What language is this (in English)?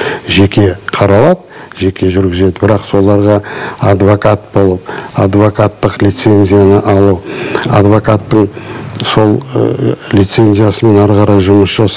Kazakh